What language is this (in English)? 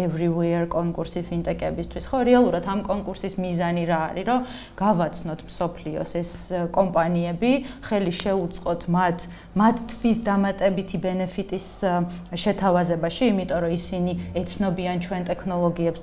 Georgian